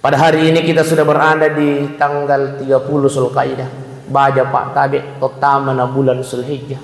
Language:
Buginese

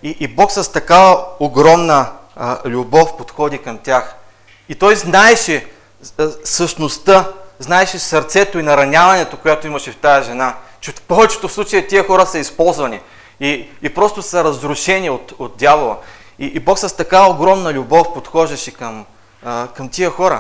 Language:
Bulgarian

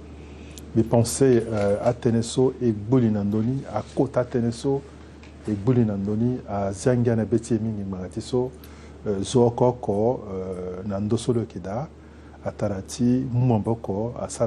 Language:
Sango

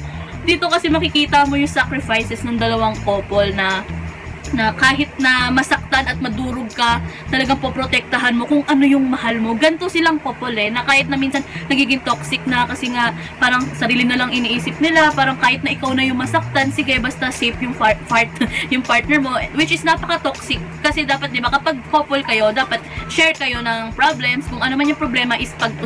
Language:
Filipino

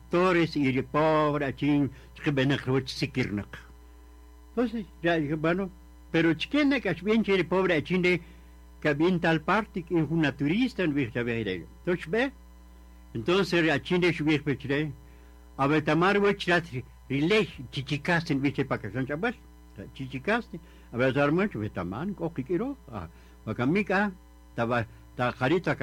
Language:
Kaqchikel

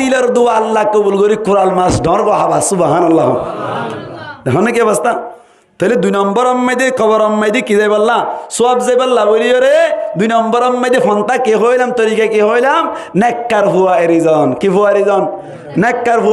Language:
Rohingya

